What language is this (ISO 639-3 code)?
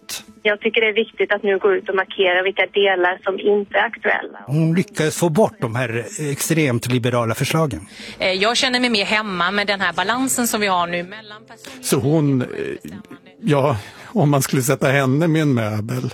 swe